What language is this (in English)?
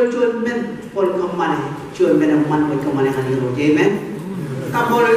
Marshallese